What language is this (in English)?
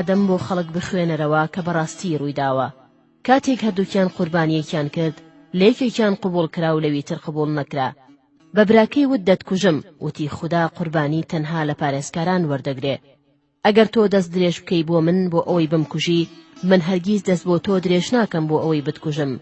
Central Kurdish